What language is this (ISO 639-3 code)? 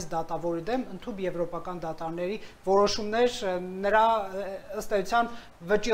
hye